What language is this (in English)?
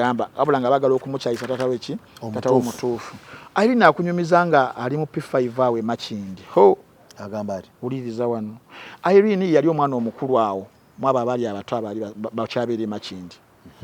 Ganda